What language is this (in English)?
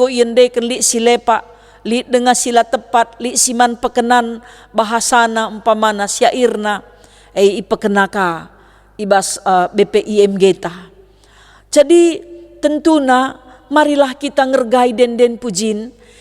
Batak Karo